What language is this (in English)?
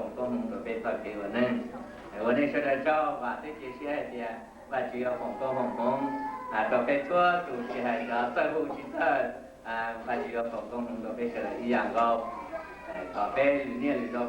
Hmong